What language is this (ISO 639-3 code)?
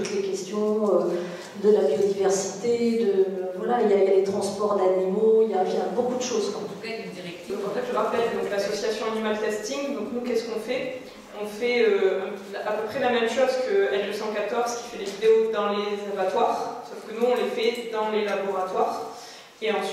fra